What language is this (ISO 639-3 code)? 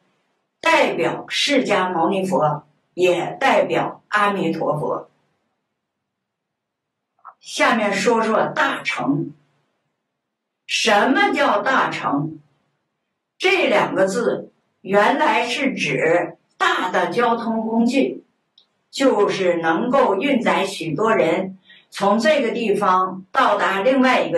zho